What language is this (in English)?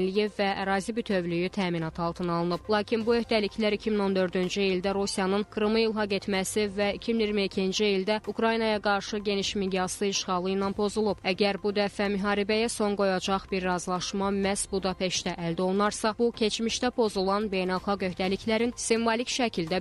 Azerbaijani